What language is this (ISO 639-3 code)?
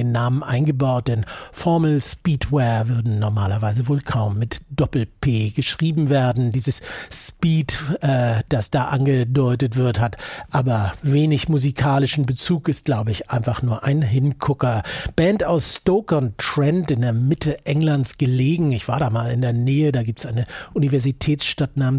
deu